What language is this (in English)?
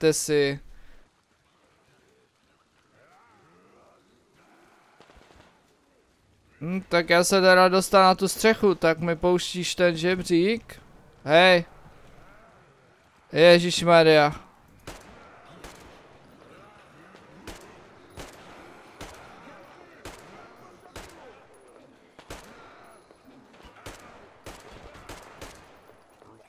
Czech